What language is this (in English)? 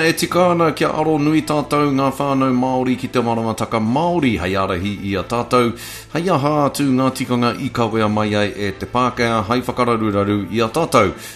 Māori